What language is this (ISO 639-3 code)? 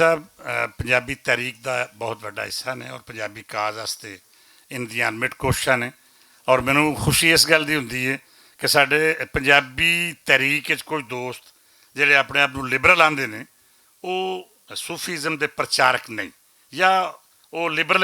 lah